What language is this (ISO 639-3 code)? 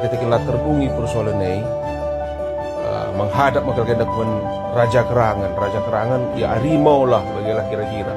btx